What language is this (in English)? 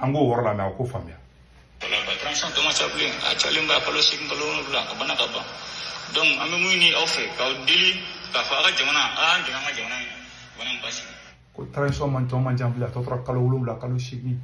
Bambara